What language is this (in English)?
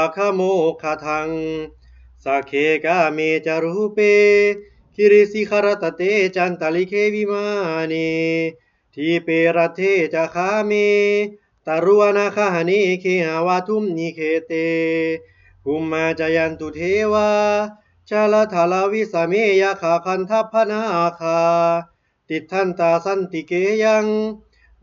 Pali